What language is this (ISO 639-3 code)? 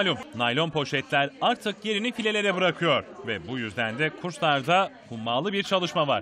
tur